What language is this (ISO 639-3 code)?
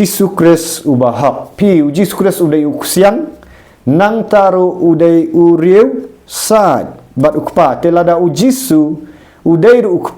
kha